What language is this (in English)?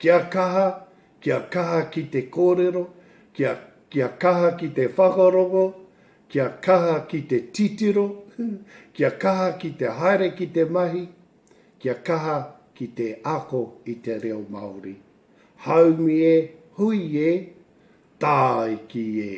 Māori